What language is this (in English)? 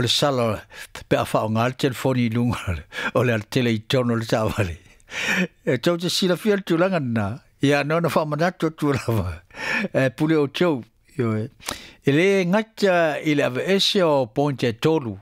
Samoan